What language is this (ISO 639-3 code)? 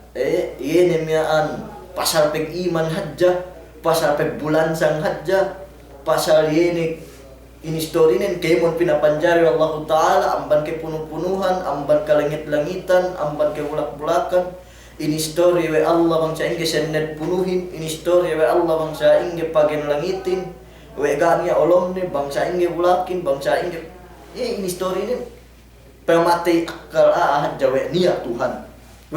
yka